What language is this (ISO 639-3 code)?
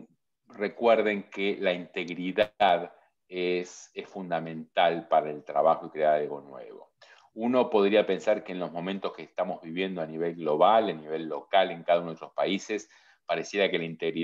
spa